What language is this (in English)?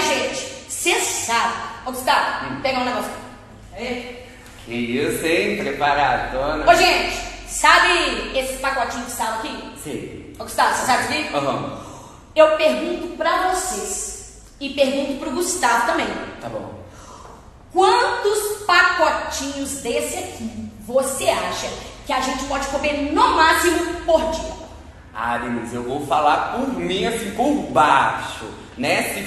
Portuguese